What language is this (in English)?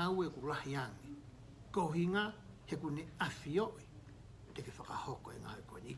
Tongan